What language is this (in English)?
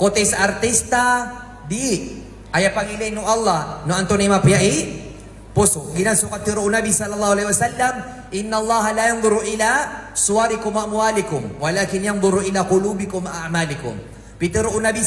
Maranao